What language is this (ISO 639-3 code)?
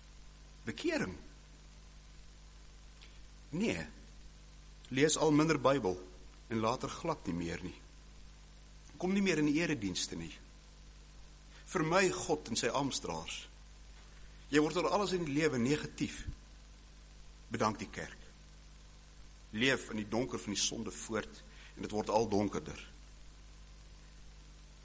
afr